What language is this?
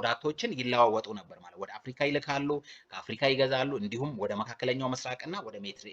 Amharic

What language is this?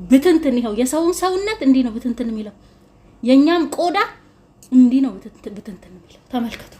Amharic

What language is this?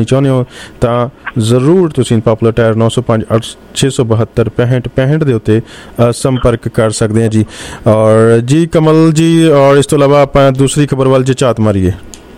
Punjabi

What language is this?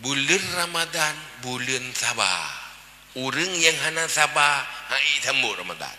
Achinese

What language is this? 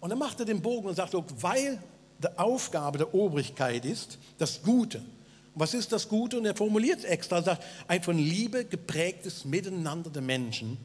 Swiss German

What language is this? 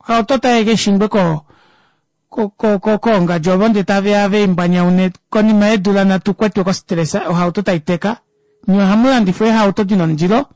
Kuanyama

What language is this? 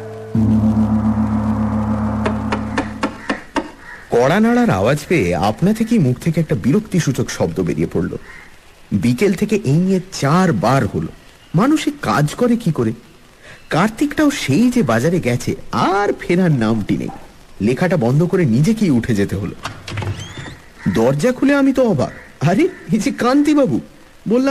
Bangla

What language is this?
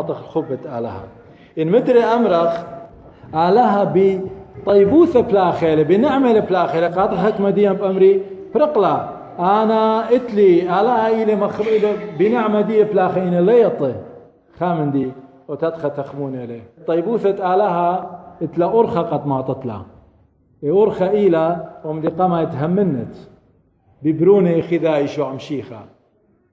Assyrian Neo-Aramaic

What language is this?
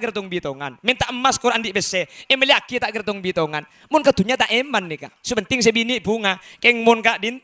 Madurese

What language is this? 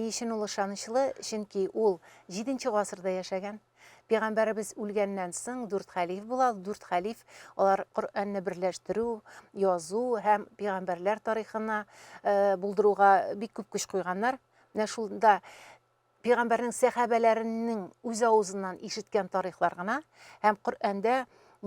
Tatar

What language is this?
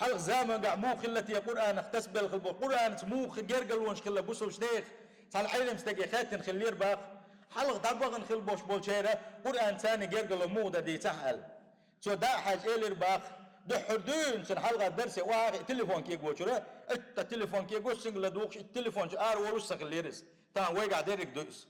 Chechen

